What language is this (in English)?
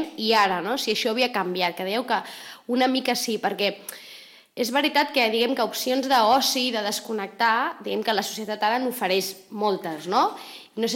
Catalan